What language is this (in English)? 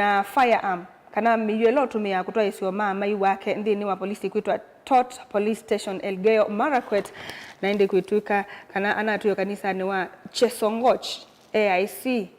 Kamba